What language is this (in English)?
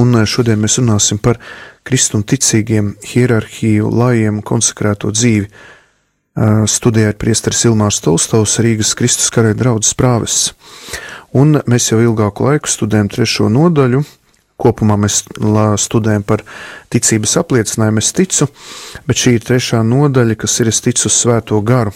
Latvian